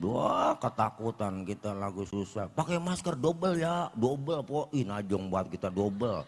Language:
Betawi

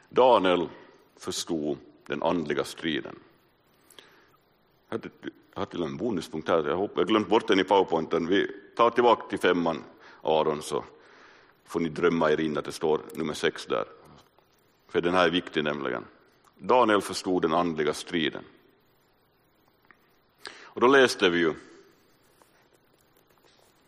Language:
Swedish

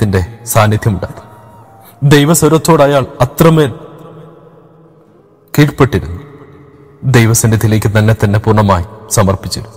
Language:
Malayalam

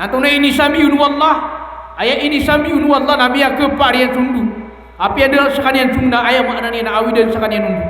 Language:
Maranao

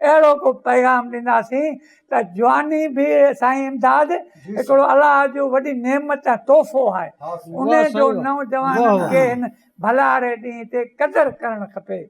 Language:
Sindhi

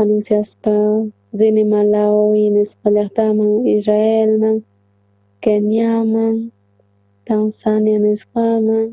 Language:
South Bolivian Quechua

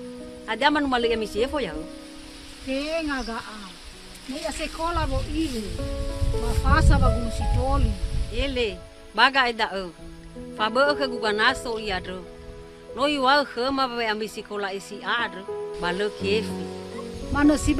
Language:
Nias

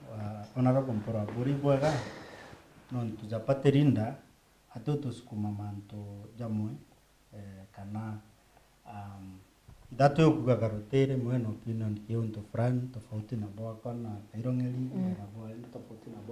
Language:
Meru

